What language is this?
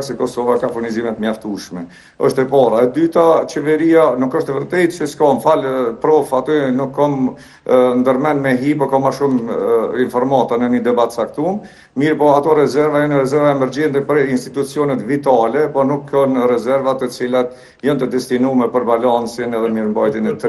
Albanian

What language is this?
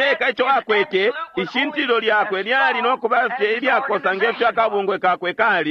Bemba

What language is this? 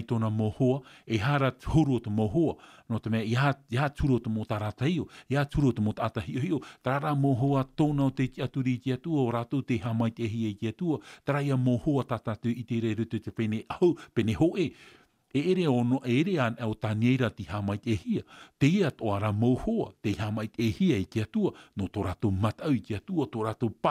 Tahitian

